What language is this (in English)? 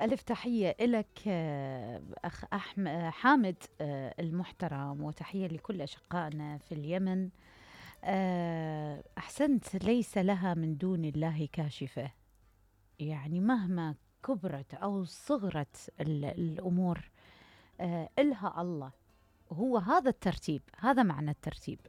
Mesopotamian Arabic